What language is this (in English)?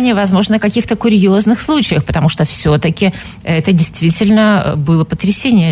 Russian